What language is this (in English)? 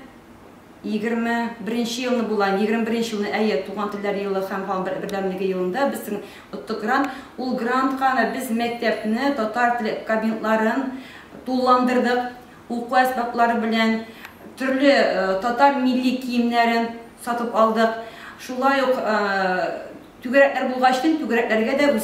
Tatar